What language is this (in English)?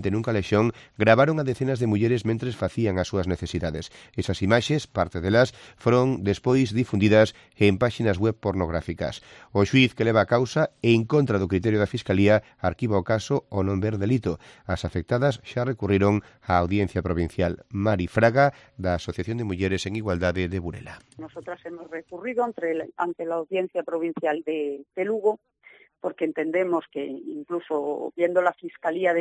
Galician